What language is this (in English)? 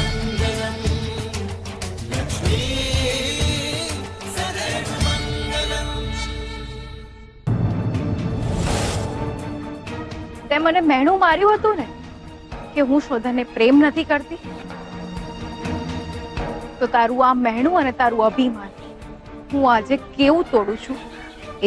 Gujarati